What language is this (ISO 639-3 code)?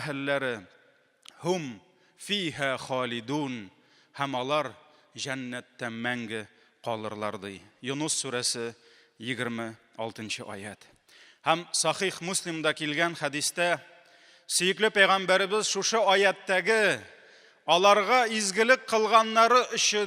tat